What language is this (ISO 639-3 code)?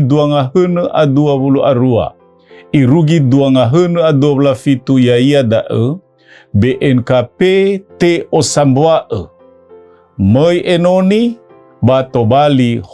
nia